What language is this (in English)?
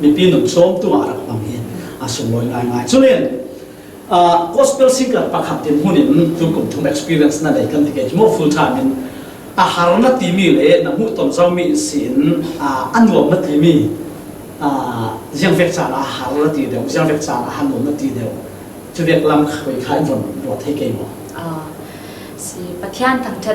Falam Chin